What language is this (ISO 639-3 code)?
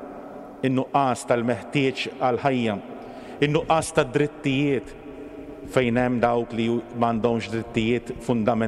mlt